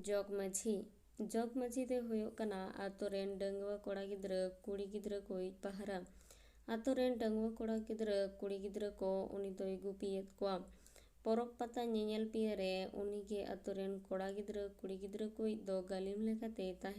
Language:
Santali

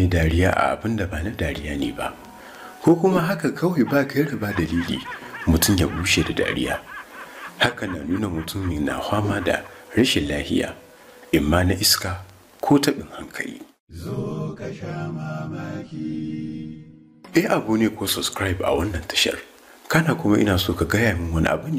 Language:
Hausa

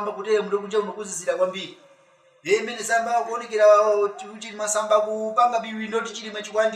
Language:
Nyanja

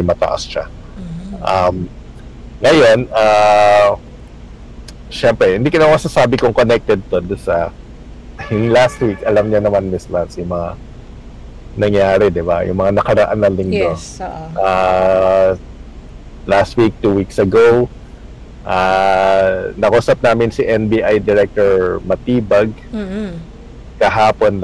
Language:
Filipino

